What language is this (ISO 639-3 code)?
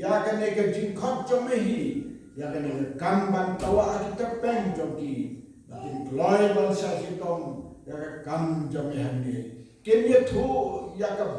kha